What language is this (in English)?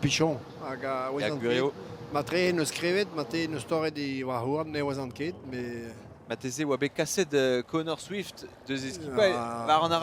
Breton